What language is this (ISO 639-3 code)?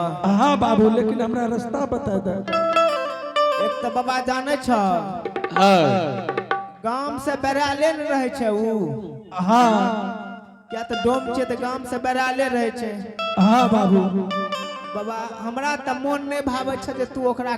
anp